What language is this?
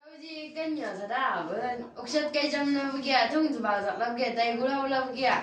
Chang Naga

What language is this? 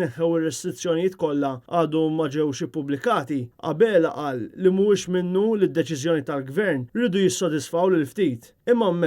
Maltese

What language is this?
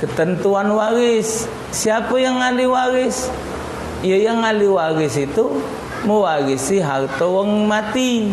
Musi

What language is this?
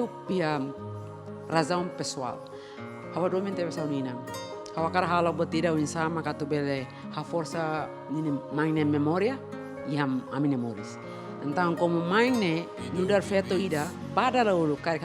Tetum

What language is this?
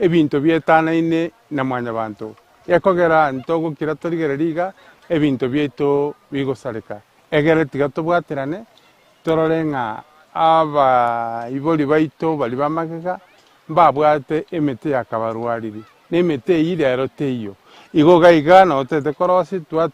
Gusii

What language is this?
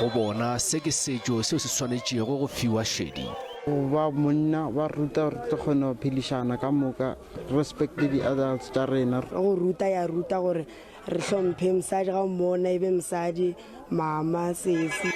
Northern Sotho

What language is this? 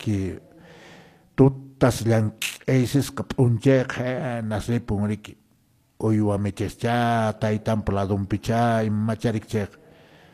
Quechua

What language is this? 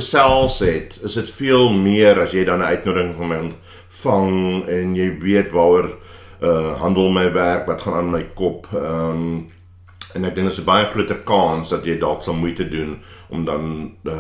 Afrikaans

